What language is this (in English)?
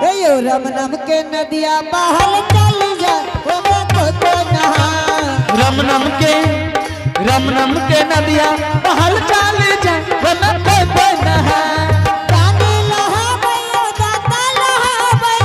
Angika